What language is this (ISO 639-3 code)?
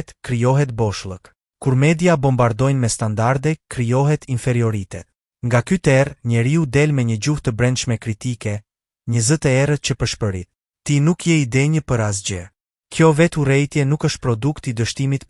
sqi